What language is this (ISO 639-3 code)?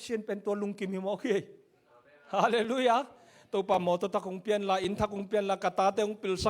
ctd